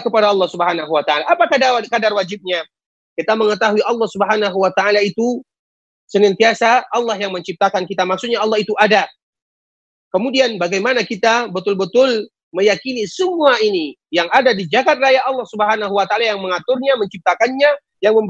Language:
Indonesian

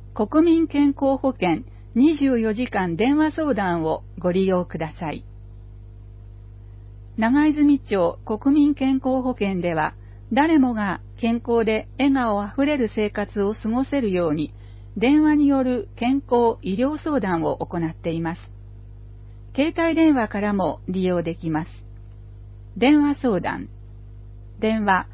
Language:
Japanese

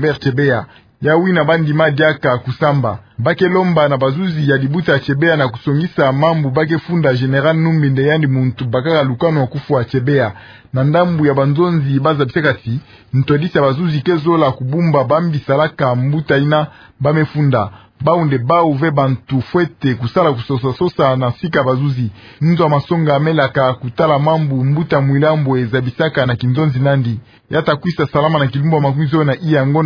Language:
Kituba (Democratic Republic of Congo)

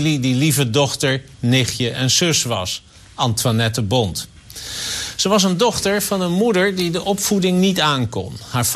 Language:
Dutch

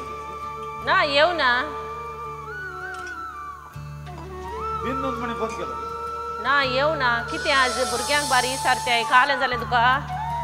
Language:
Konkani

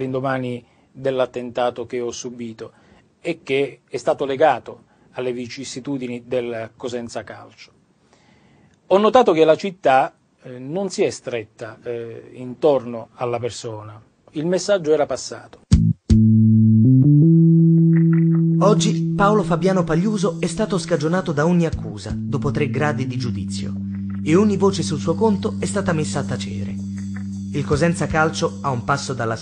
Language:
Italian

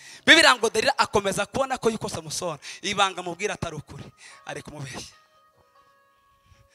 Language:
Kinyarwanda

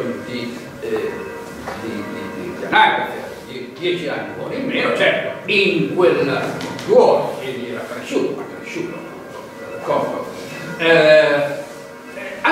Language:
Italian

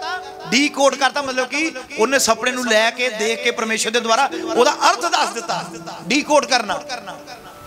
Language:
Punjabi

